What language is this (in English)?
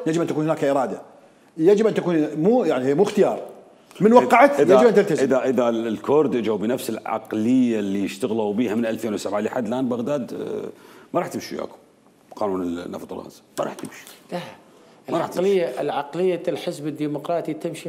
Mesopotamian Arabic